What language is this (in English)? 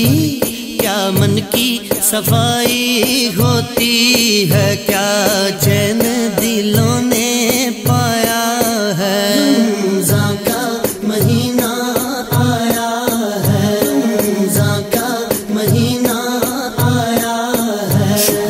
Urdu